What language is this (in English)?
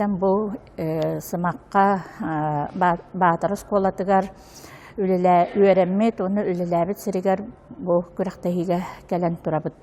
Yakut